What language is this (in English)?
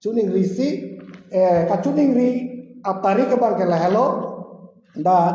Karbi